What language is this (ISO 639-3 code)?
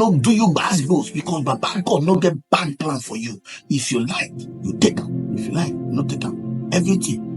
pcm